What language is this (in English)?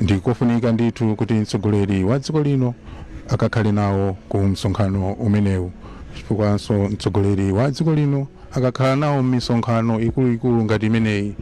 Nyanja